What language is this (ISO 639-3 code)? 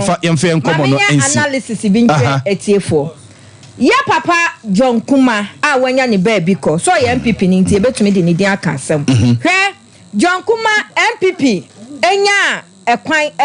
aka